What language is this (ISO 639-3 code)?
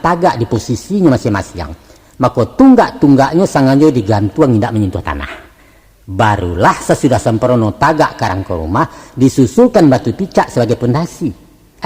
min